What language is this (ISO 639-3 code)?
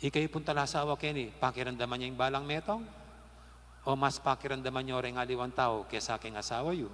pam